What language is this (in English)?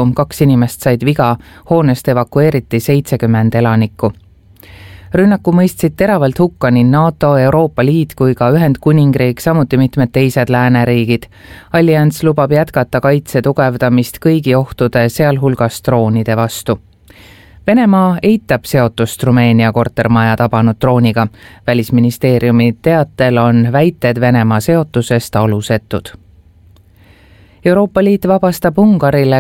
Estonian